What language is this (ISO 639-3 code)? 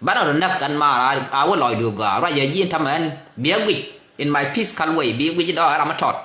nus